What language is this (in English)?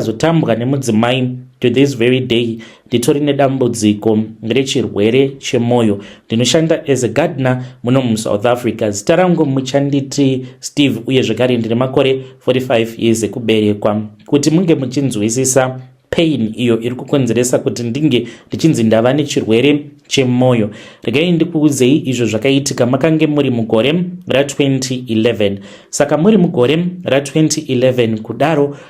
Shona